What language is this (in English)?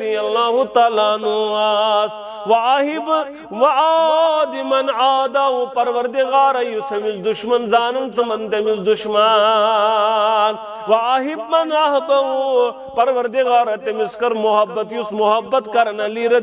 Kashmiri